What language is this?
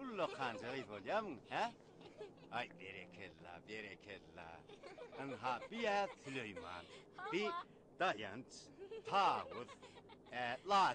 Turkmen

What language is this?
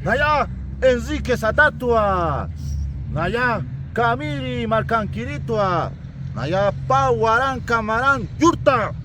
Aymara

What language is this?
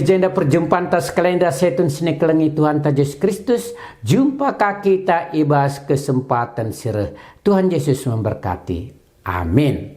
Batak Karo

